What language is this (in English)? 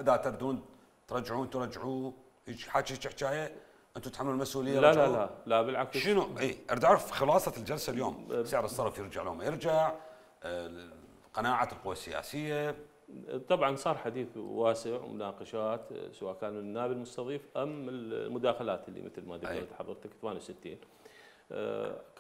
Mesopotamian Arabic